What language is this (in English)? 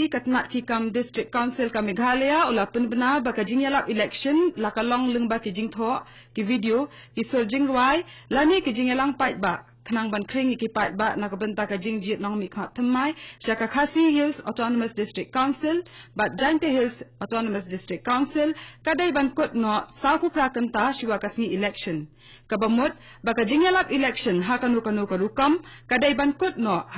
Khasi